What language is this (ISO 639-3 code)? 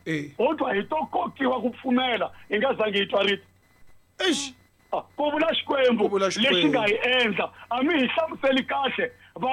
tso